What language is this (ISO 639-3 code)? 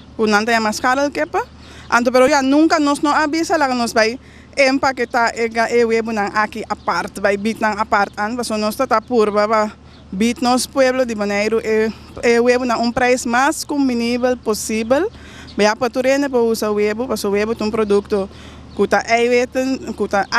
pap